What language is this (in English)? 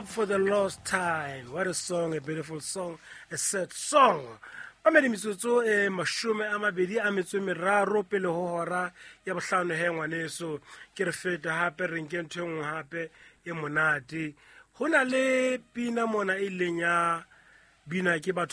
Southern Sotho